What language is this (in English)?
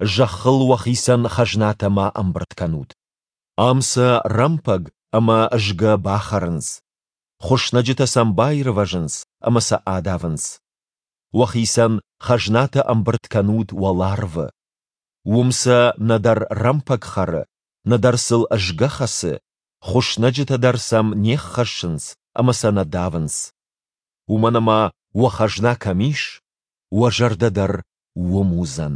Ossetic